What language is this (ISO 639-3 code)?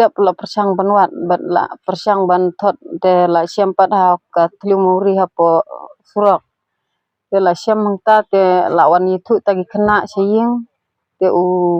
kha